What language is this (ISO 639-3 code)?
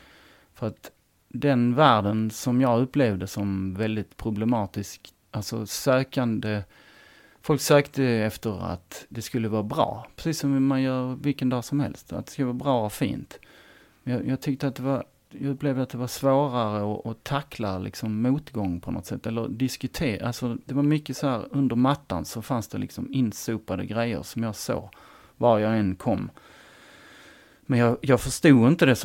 swe